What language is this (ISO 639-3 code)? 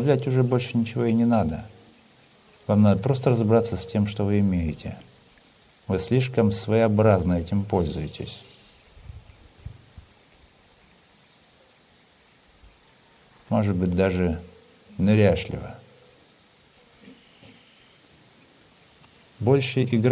rus